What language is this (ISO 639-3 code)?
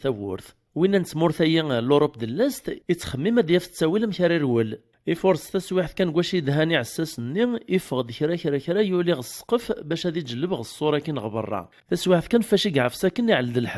kab